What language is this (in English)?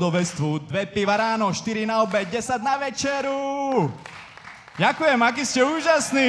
Slovak